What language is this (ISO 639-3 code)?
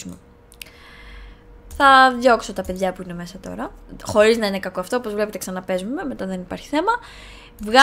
ell